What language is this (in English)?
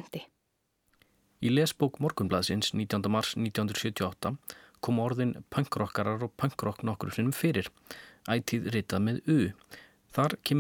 Icelandic